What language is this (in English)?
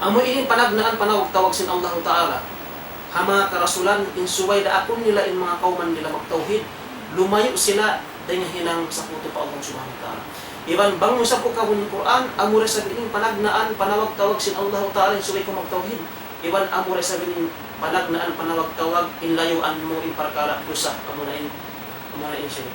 Tausug